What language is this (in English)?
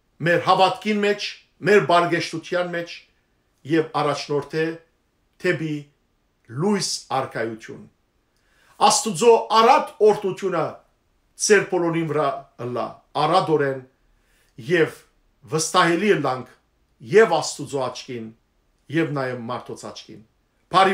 Western Armenian